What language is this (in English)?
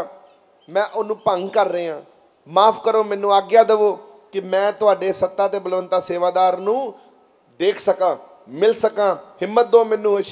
Punjabi